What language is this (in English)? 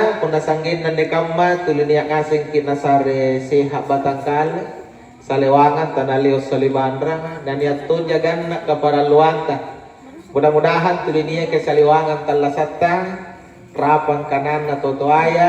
Makasar